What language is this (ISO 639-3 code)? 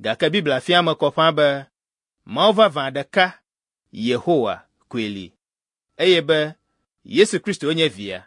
ewe